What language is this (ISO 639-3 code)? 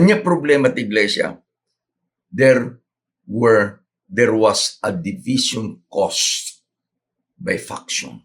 ilo